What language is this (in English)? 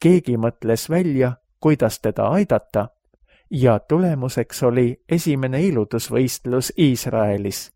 Estonian